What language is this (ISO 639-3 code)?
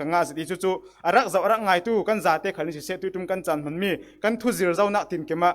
cfm